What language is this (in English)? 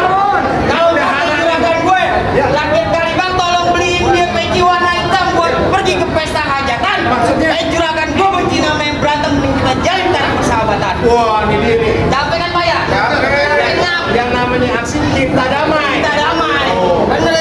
Betawi